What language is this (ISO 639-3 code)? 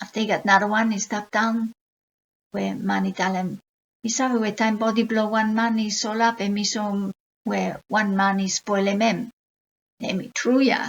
bis